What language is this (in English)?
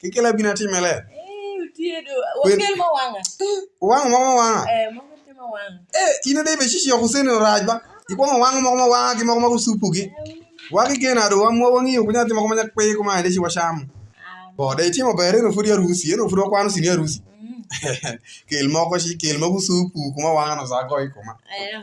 Alur